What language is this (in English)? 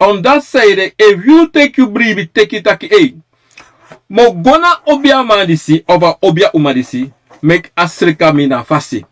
Sranan Tongo